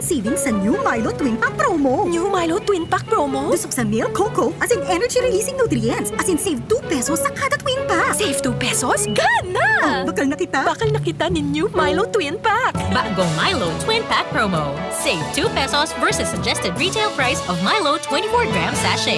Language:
Bikol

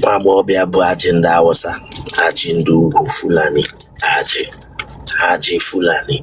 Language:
Igbo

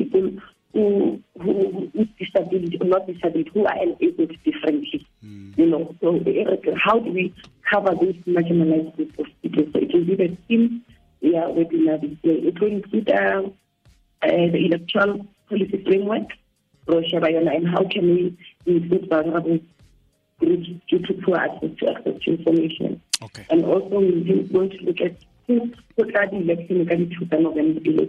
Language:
Tswana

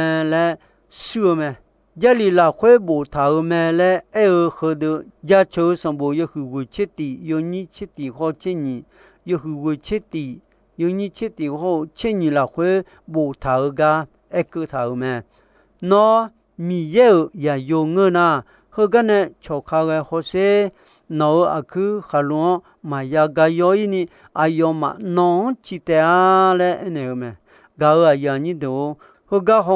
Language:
Akha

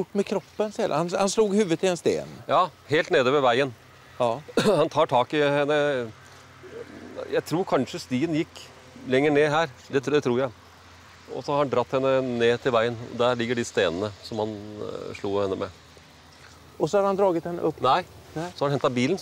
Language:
Swedish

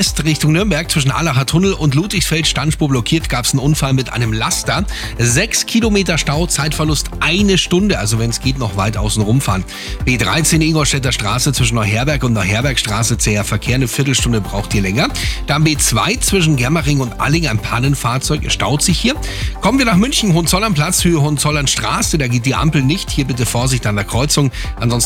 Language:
German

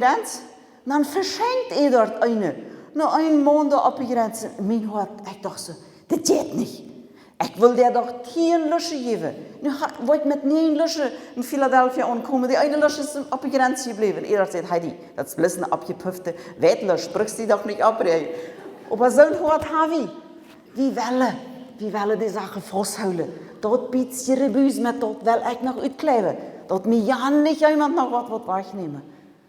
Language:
Plautdietsch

